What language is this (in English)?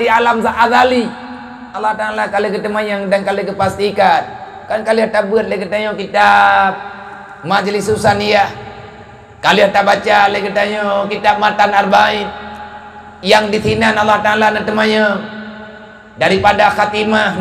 Achinese